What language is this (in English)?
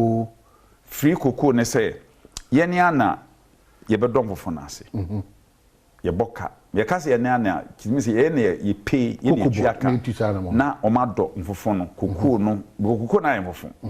Akan